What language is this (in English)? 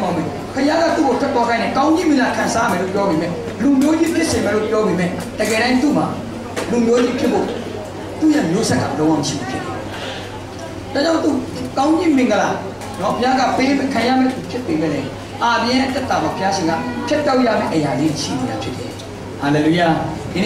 Burmese